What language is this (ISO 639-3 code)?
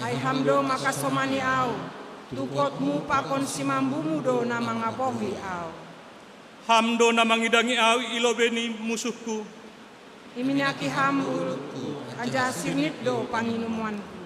bts